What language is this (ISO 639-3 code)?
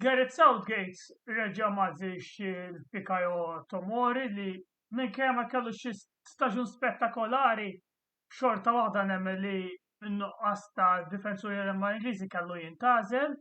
mlt